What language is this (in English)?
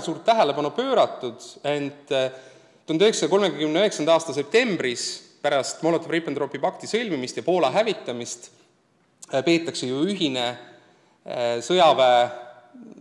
Estonian